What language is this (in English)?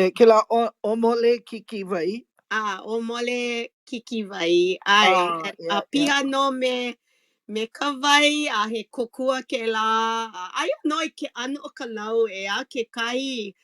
Hawaiian